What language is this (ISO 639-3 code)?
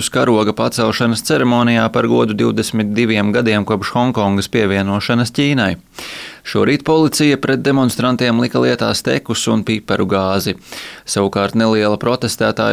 lav